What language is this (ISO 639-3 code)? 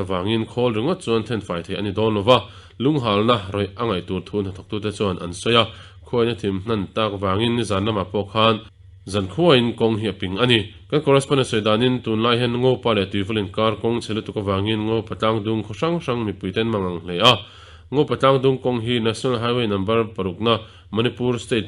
lus